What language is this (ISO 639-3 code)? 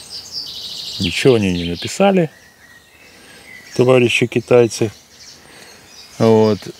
rus